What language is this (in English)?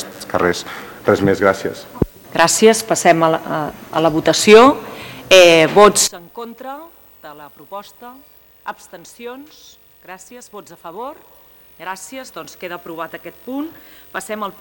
Catalan